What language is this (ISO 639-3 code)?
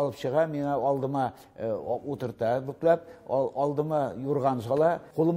tat